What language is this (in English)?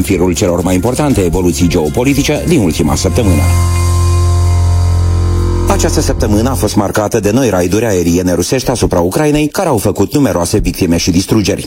Romanian